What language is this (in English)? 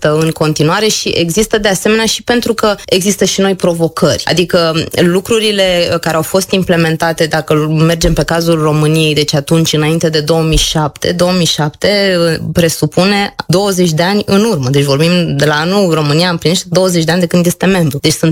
Romanian